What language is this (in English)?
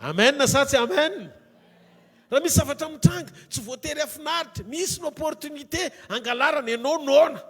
Malagasy